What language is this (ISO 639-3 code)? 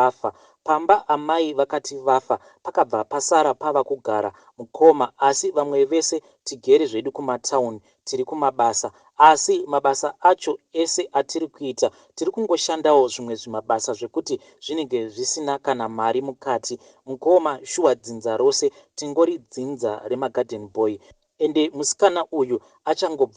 sna